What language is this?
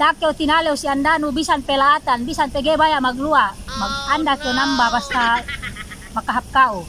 Yakan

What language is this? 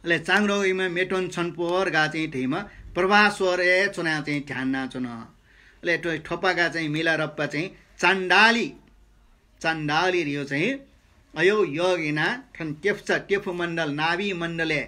Newari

